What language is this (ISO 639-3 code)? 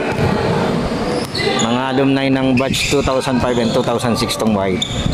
fil